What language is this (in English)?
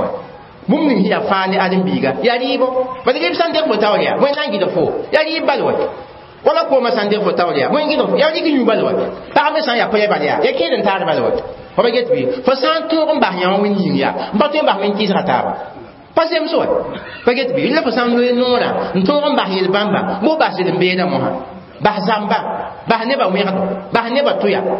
Mossi